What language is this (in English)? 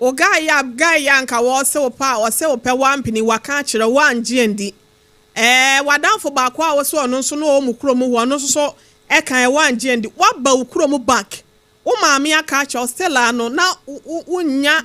Akan